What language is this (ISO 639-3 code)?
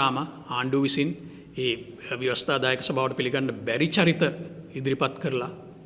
sin